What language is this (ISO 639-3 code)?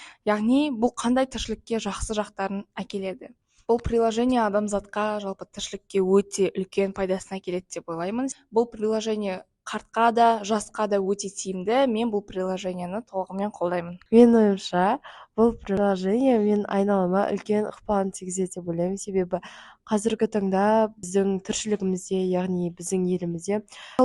kaz